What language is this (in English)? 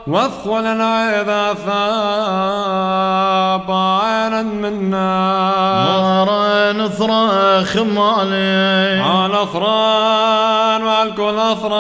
Classical Syriac